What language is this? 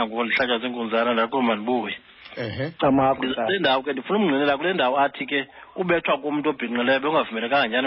Xhosa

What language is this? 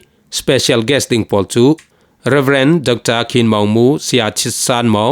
Falam Chin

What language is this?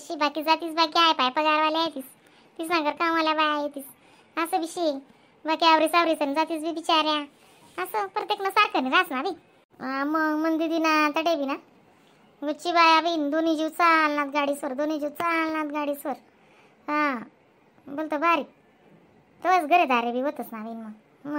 Khandesi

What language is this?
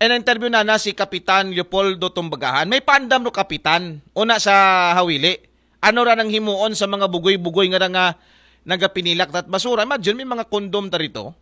Aklanon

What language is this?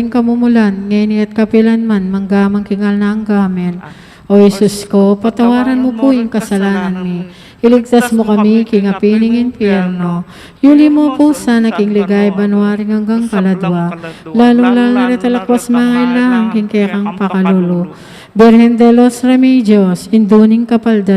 Pampanga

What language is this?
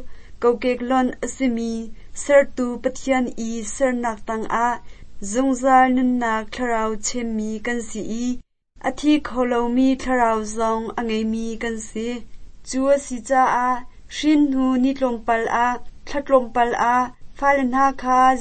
Hakha Chin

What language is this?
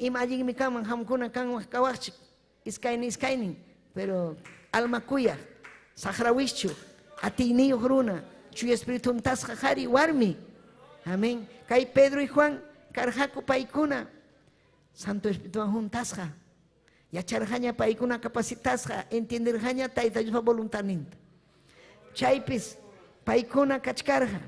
Ayacucho Quechua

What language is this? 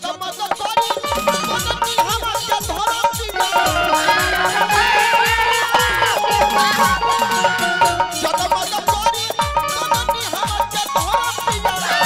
Bhojpuri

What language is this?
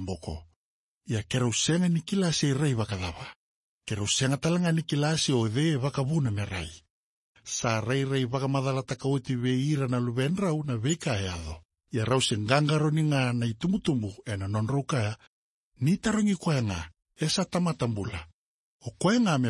Fijian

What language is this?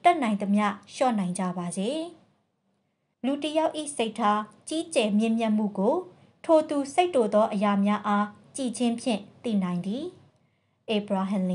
Burmese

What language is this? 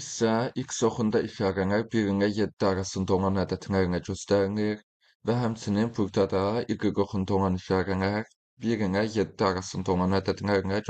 Azerbaijani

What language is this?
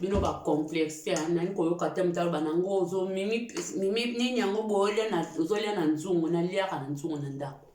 Lingala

